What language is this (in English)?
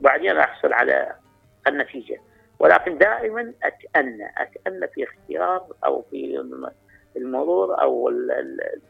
Mesopotamian Arabic